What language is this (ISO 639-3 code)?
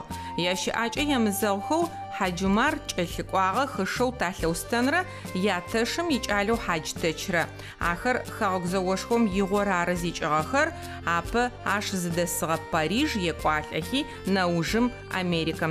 ady